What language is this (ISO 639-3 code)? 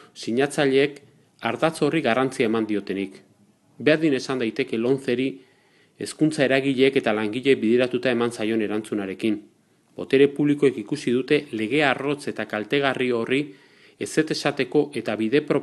eus